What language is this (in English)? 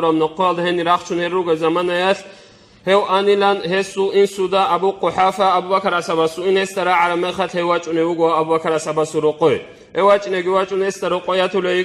Avaric